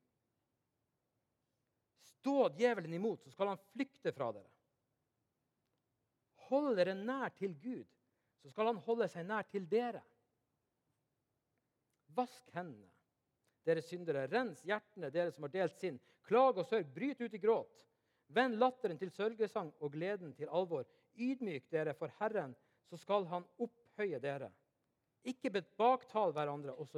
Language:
Norwegian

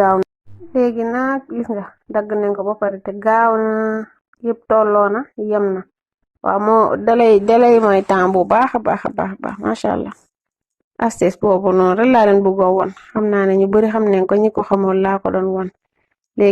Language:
Wolof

